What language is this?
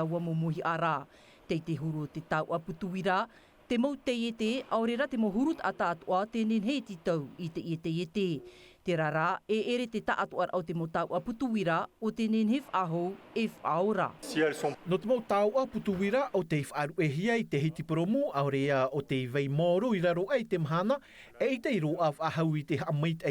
Tahitian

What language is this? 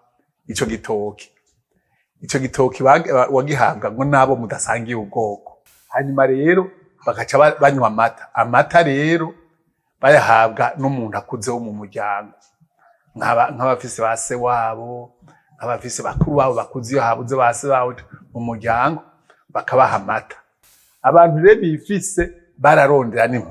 Rundi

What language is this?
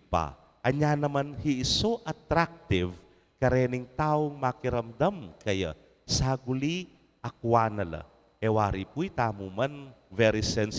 Pampanga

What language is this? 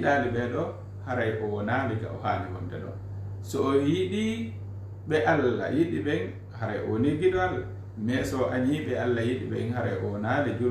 Fula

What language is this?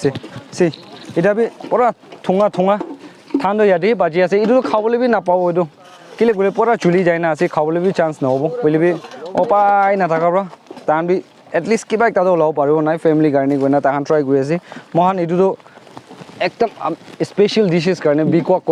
Naga Pidgin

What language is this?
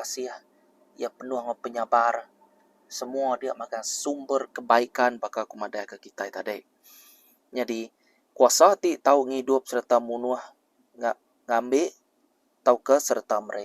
Iban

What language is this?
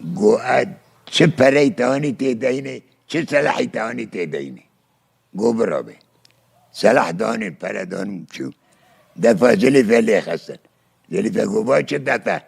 Kurdish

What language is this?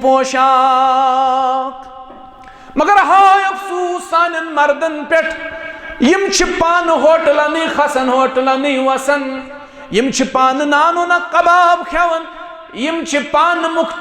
Kashmiri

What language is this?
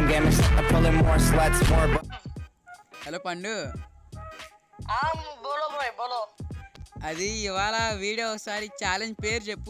Telugu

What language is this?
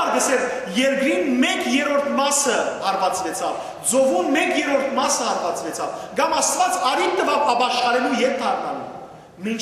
Western Armenian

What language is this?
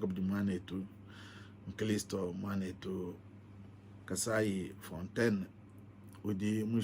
Luba-Lulua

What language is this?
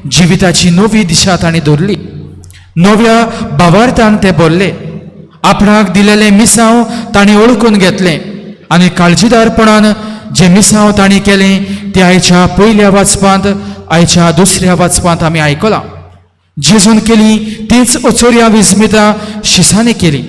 Konkani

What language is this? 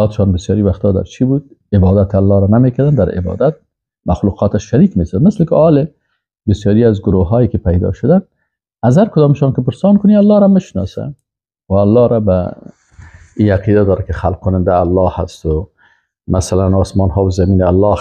Persian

